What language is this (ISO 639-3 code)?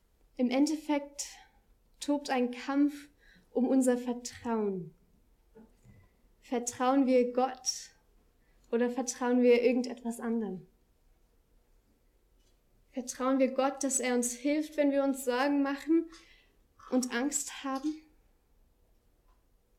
deu